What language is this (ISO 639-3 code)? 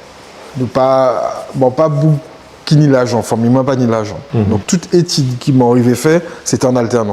gcf